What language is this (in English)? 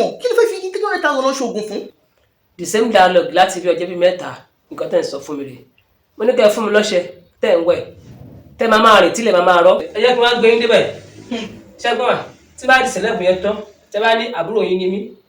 Yoruba